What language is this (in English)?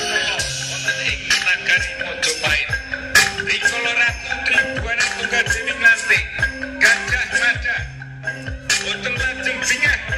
Javanese